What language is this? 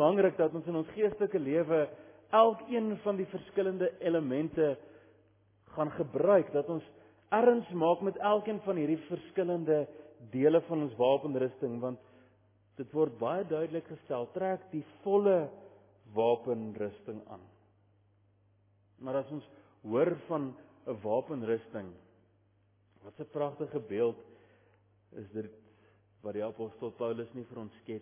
Afrikaans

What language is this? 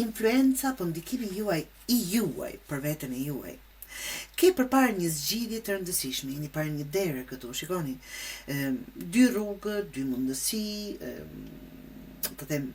Albanian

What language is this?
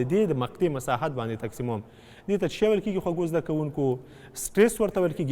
Pashto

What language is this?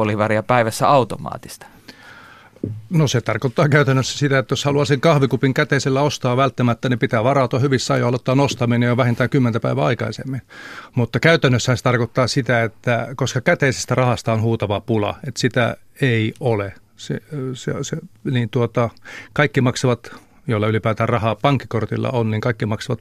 Finnish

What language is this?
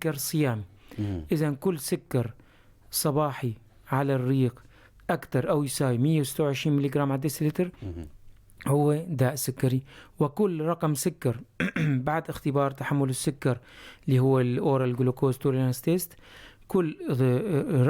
North Levantine Arabic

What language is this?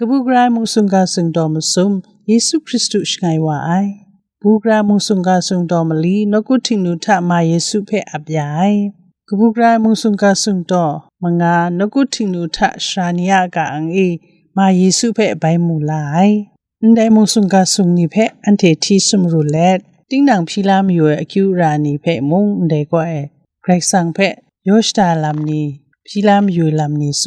Kachin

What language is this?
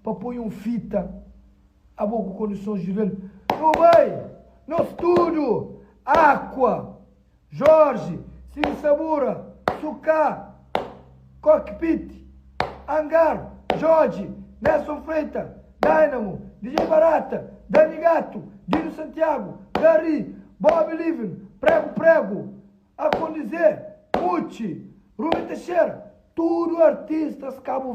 Kabuverdianu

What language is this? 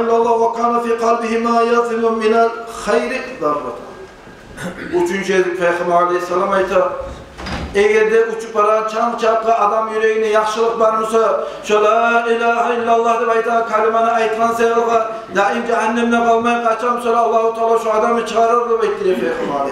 Kumyk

